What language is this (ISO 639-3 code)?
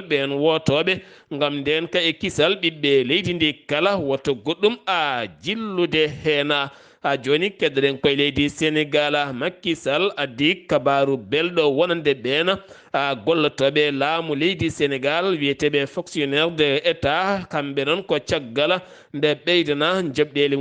ful